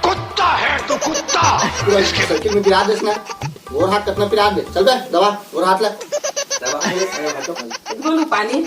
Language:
Chhattisgarhi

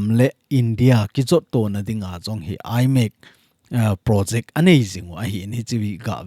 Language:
Thado Chin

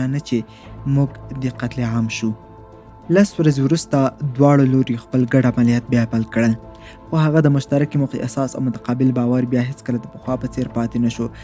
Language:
Pashto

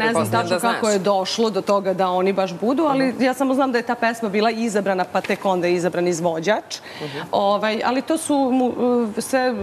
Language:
Serbian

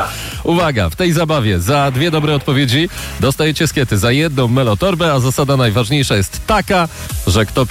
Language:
Polish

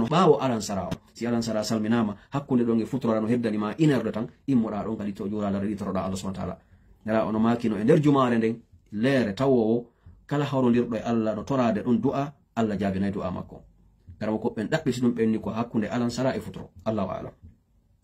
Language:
Pular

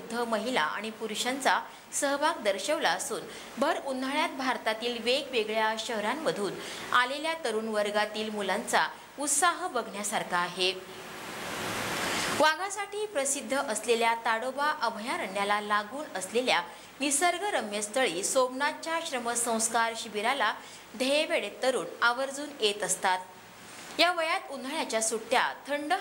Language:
Marathi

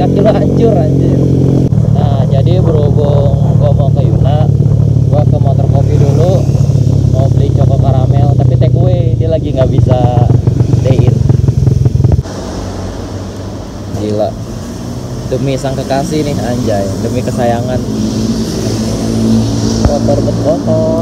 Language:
Indonesian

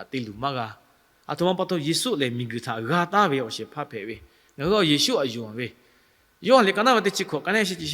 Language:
Lahu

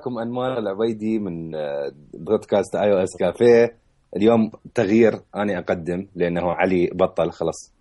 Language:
Mesopotamian Arabic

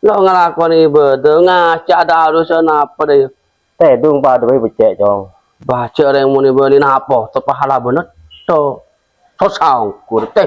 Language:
Madurese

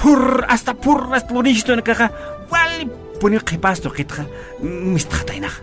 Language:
Aymara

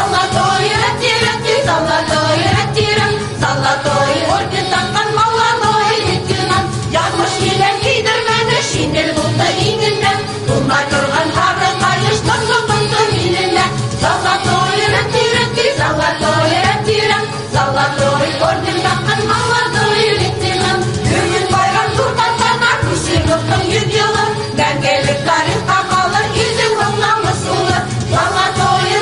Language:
Bashkir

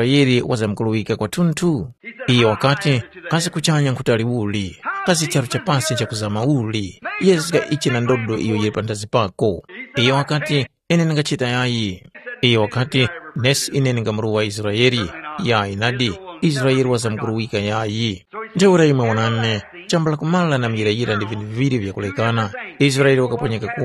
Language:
Tumbuka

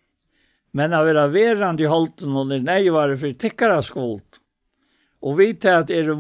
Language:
Faroese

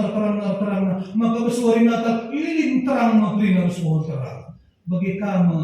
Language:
Batak Karo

